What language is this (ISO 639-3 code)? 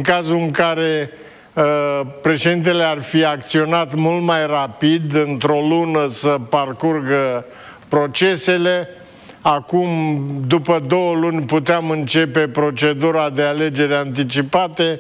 ron